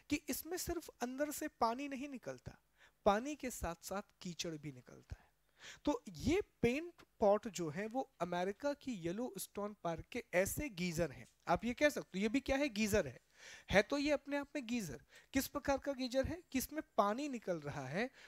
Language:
Hindi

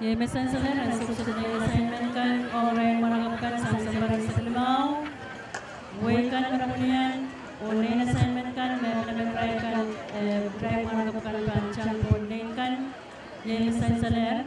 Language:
Pohnpeian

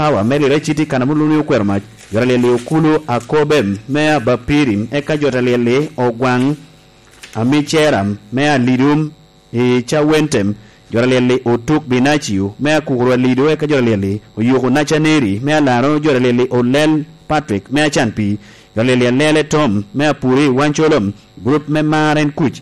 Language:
Lango (Uganda)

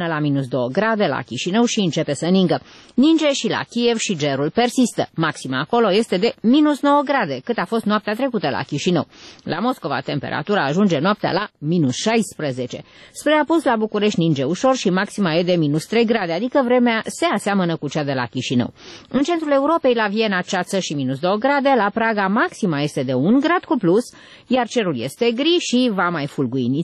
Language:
Romanian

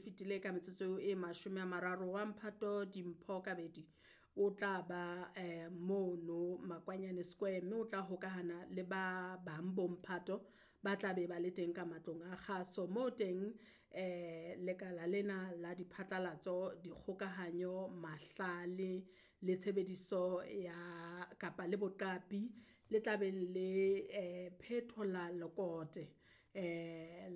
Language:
Southern Sotho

